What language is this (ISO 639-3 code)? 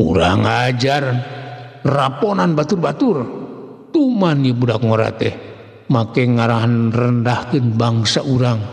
sun